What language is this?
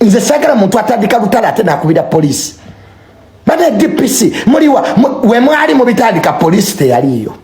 Ganda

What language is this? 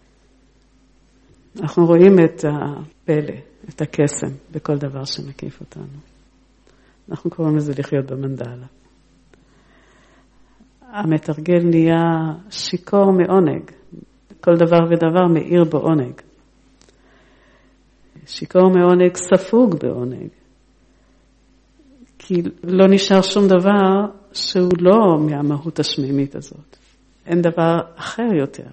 Hebrew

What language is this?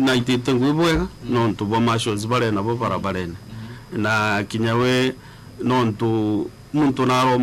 Meru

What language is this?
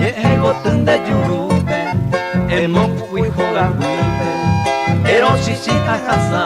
Guarani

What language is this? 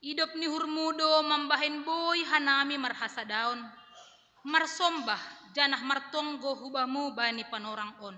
Batak Simalungun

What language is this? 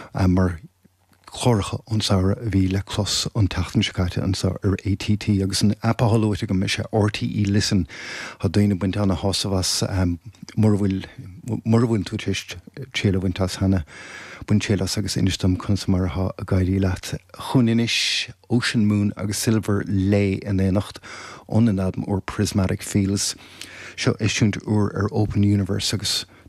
Irish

